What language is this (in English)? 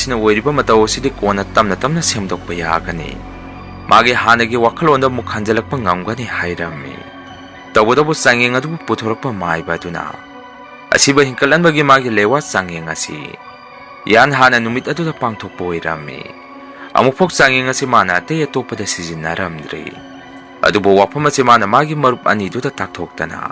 Manipuri